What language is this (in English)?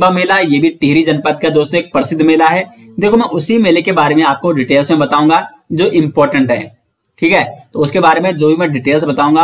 Hindi